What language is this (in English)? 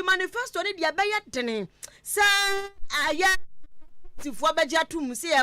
Akan